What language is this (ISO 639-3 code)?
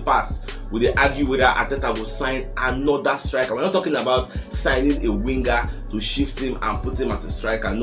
pcm